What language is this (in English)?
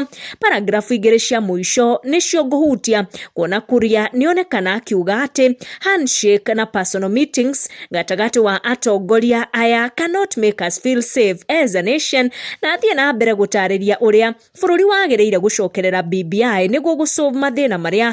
Kikuyu